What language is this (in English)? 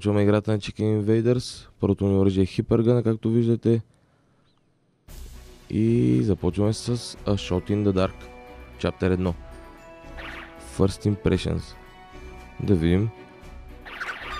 Bulgarian